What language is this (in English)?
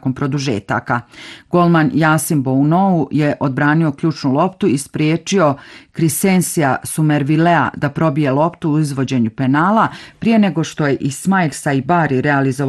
Bosnian